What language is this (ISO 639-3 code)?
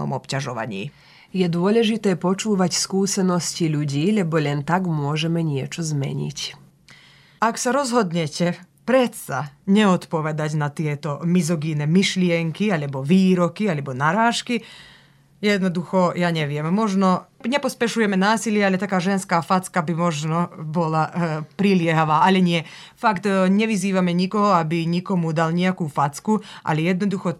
slk